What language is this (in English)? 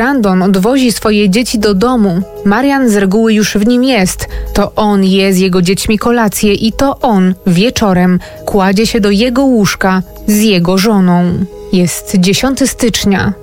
Polish